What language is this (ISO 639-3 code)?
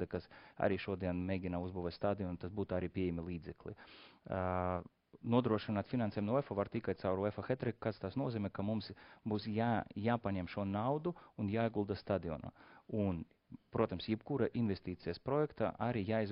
lav